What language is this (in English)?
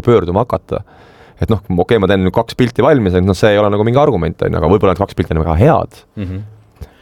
Estonian